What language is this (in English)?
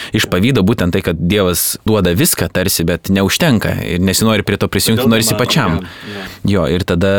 Lithuanian